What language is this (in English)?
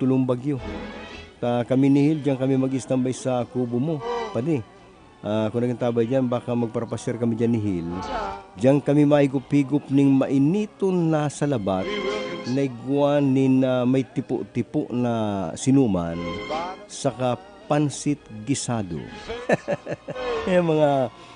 Bikol